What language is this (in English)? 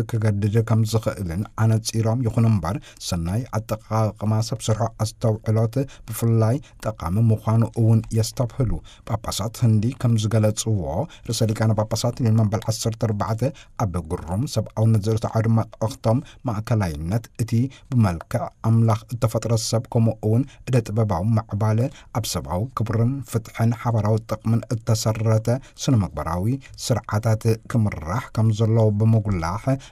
Tigrinya